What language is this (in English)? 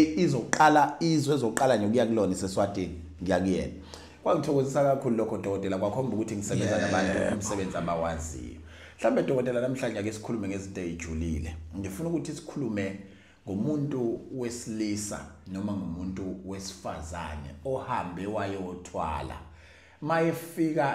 Zulu